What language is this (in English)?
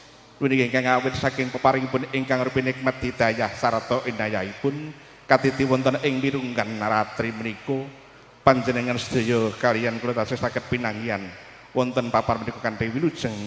Javanese